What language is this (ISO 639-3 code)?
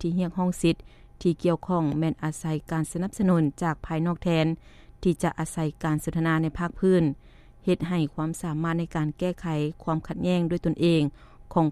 lao